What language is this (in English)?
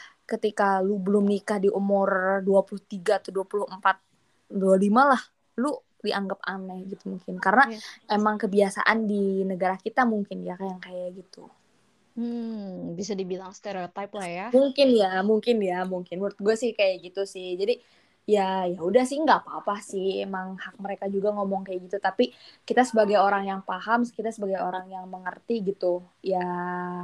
Indonesian